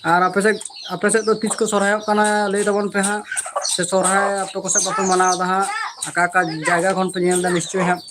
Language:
Santali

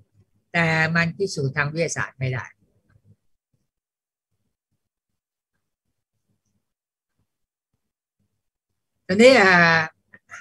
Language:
Thai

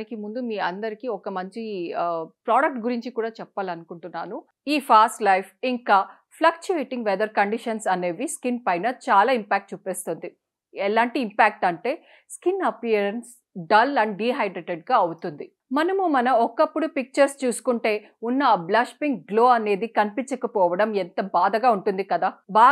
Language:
Telugu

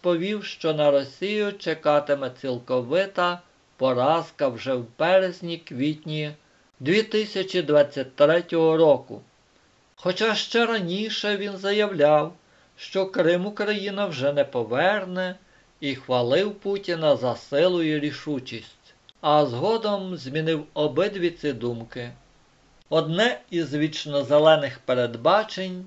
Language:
Ukrainian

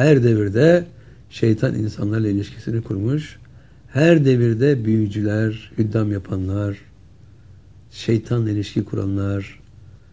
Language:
Turkish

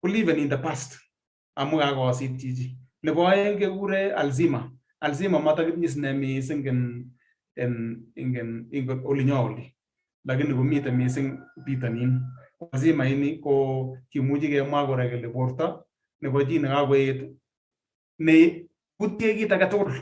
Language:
Kalenjin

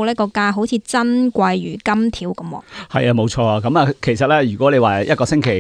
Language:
Cantonese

